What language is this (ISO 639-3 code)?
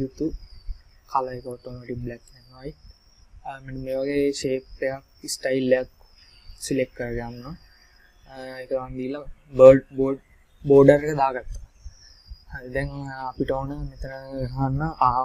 sin